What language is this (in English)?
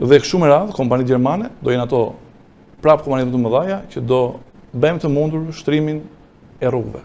Albanian